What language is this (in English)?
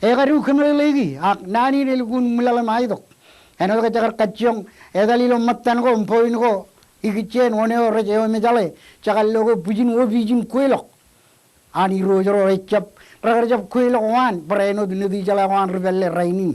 Marshallese